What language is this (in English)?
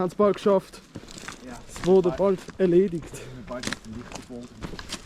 Swiss German